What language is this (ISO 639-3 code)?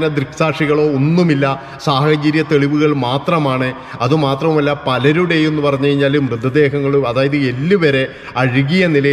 mal